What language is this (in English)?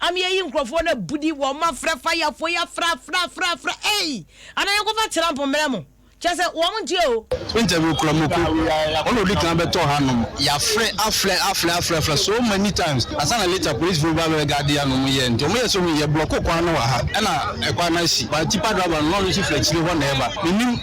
Akan